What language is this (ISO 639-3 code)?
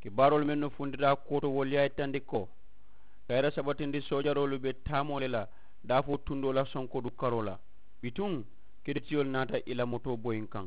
man